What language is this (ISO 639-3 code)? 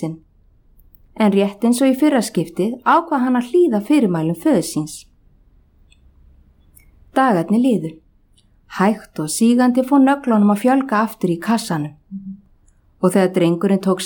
isl